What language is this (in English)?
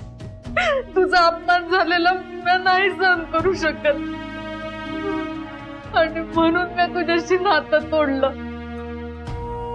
Marathi